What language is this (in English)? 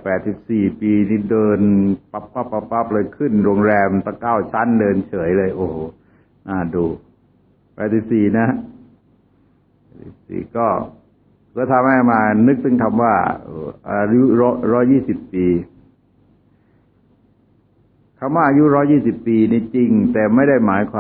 Thai